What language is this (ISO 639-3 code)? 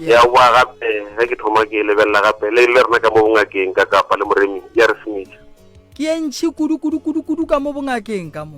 nso